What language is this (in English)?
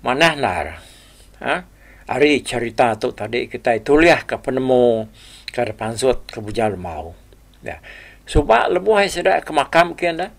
Iban